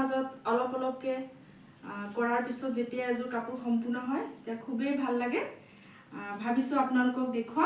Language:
Assamese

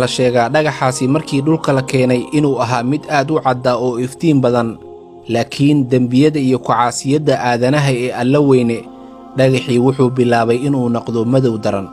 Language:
Somali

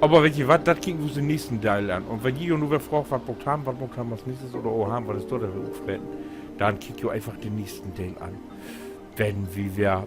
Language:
Low German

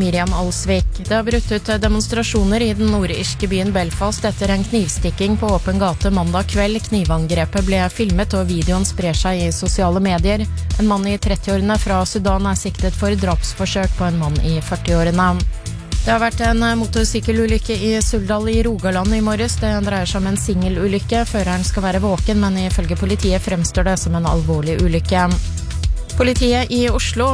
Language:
Norwegian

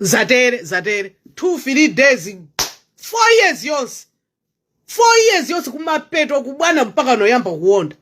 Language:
Nyanja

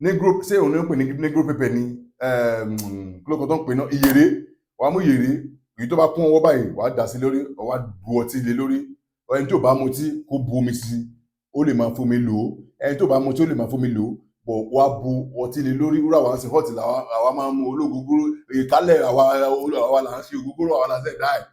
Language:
Yoruba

